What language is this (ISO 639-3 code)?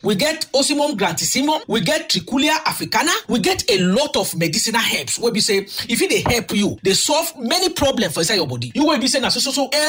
pcm